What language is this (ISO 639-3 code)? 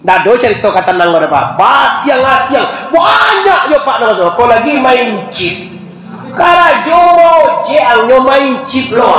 min